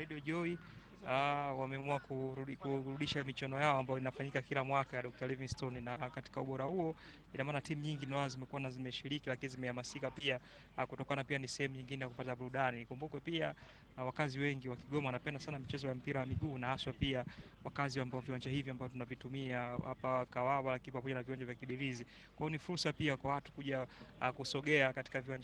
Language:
Swahili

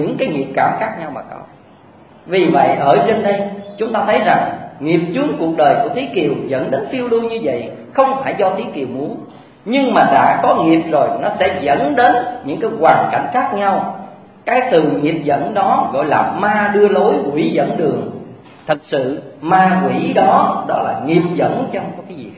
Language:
Vietnamese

